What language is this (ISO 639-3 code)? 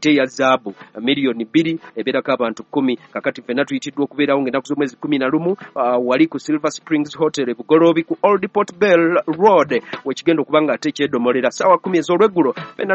lug